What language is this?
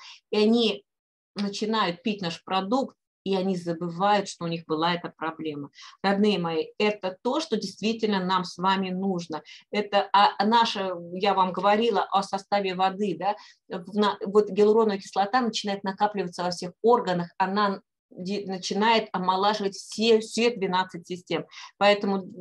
Russian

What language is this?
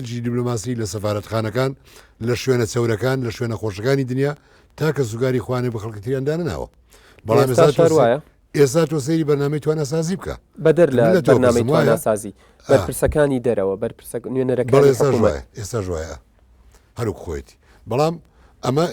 Central Kurdish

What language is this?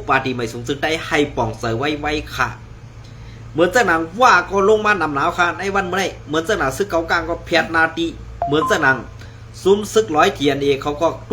Shan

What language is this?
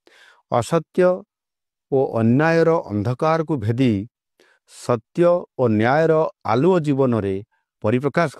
Odia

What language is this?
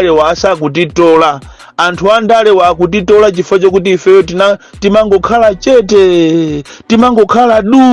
Nyanja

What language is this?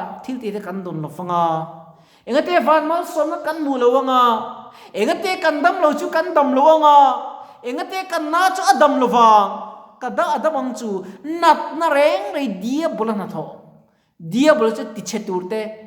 Mizo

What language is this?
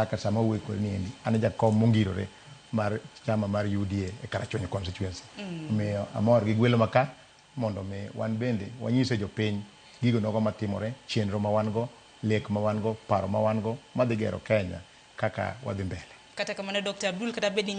Luo (Kenya and Tanzania)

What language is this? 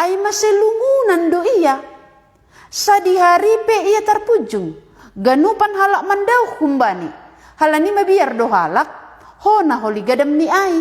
Batak Simalungun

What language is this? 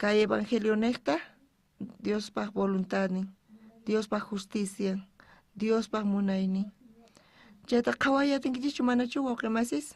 South Bolivian Quechua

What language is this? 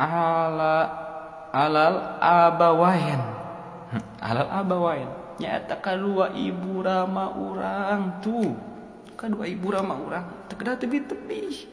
Sundanese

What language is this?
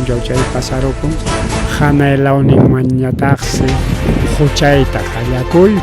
Ayacucho Quechua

